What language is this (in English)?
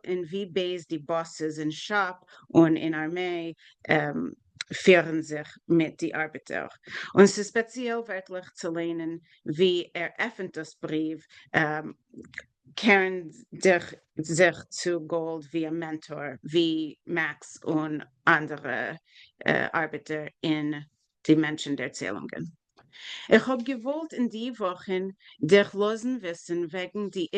Yiddish